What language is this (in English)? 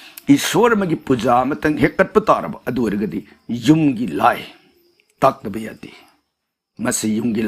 Manipuri